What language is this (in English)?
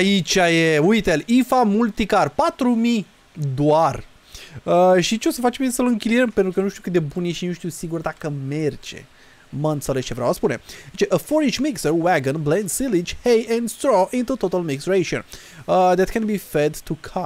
Romanian